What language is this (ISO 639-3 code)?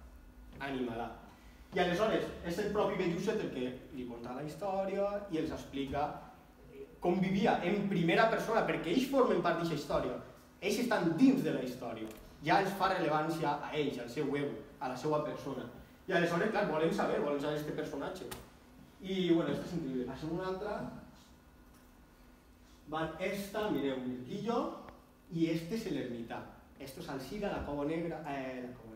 cat